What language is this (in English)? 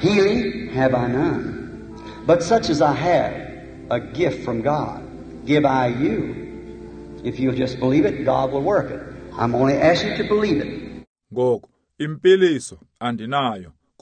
Xhosa